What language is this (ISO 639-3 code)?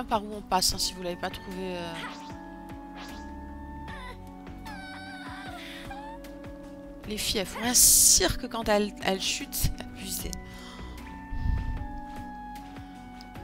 fra